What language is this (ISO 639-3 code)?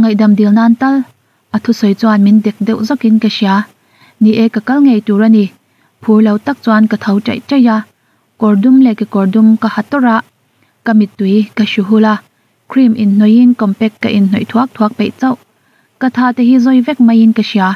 lus